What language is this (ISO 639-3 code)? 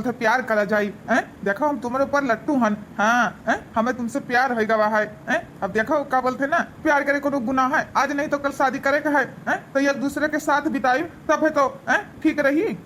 awa